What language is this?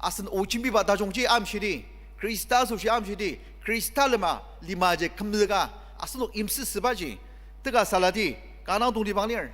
Ao Naga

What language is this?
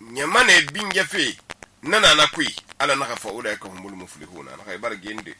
Susu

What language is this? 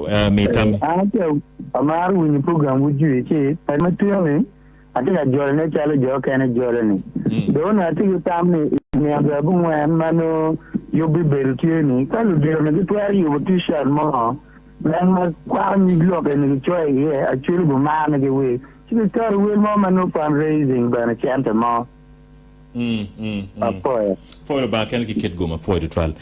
Acoli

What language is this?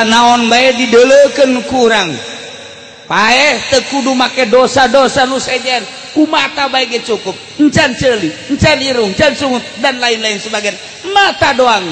Sundanese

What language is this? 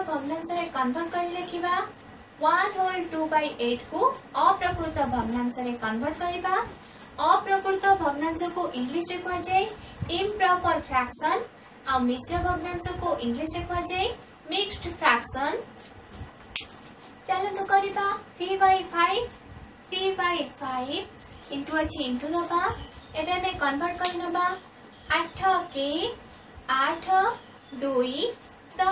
Odia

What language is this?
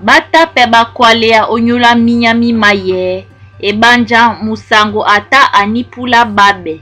Duala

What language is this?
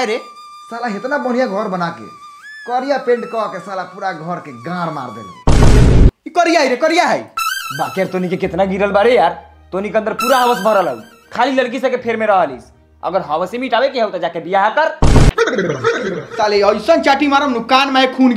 Bhojpuri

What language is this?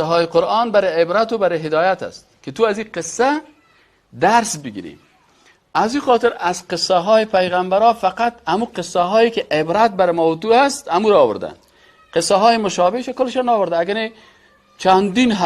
Persian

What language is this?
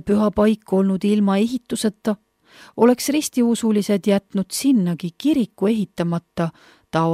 Estonian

